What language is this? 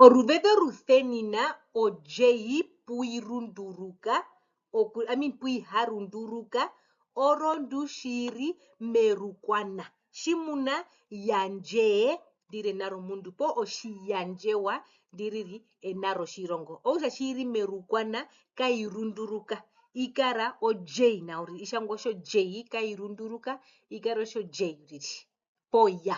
Herero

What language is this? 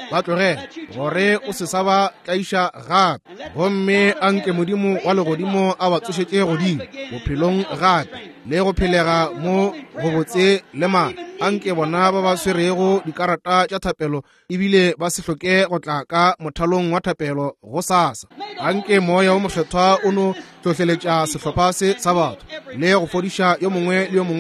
Northern Sotho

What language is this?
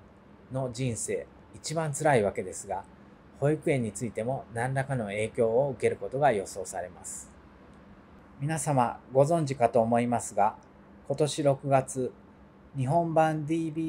Japanese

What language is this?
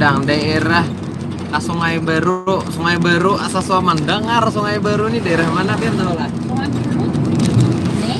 Banjar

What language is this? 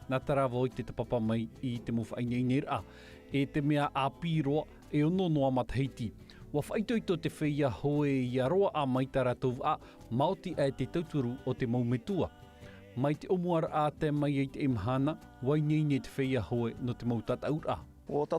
Tahitian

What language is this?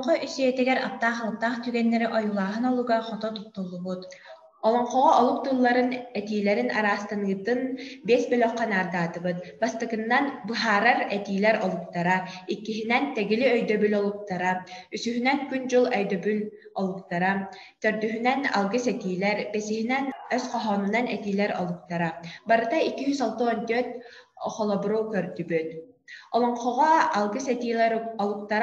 Yakut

